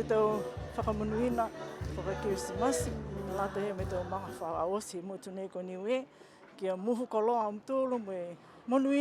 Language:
Niuean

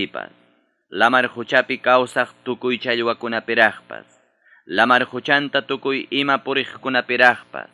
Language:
Ayacucho Quechua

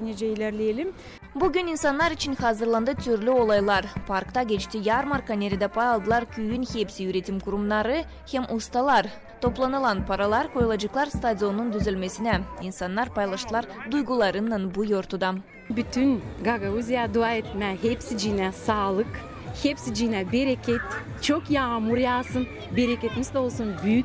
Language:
Gagauz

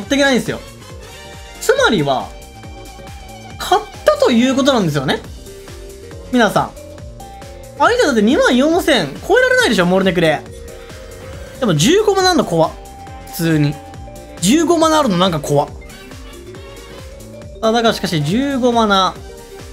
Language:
Japanese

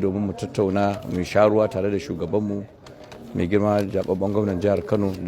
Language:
Hausa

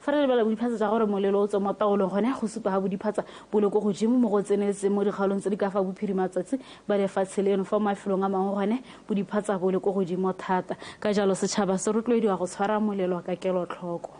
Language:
Tswana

